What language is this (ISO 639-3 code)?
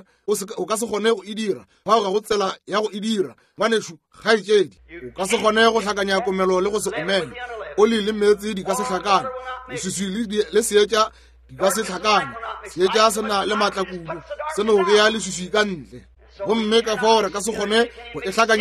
nso